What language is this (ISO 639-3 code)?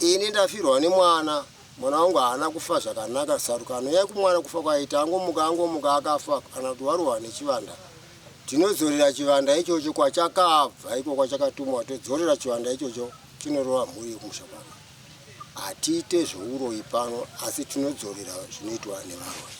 sna